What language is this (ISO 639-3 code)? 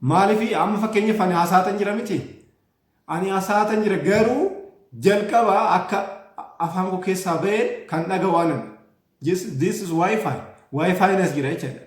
orm